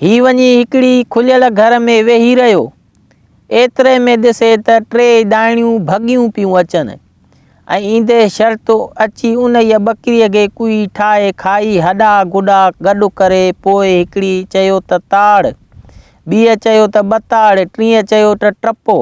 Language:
Sindhi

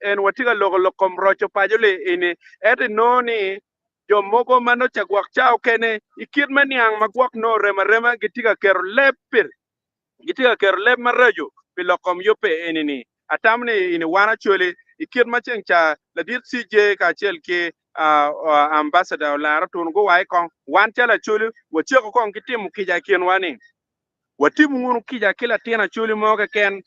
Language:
Acoli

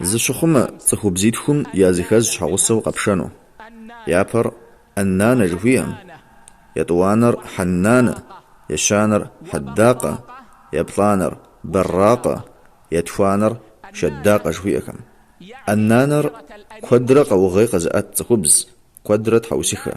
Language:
Kabardian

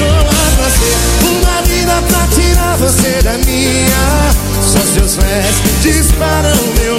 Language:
Portuguese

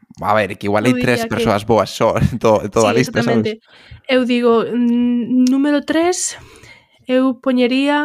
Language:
Galician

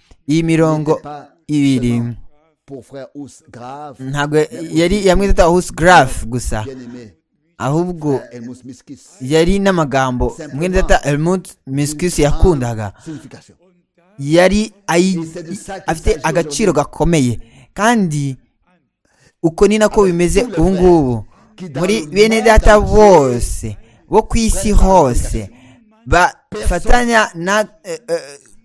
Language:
Kinyarwanda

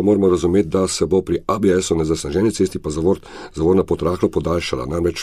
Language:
Slovenian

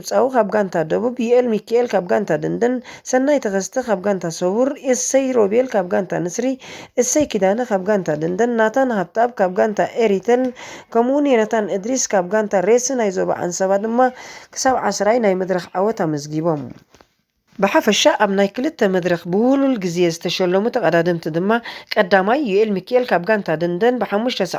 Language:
Tigrinya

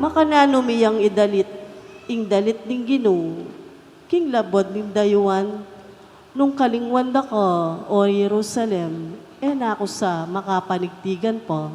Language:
Pampanga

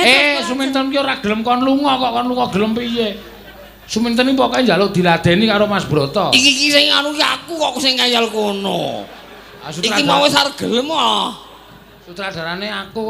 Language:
Javanese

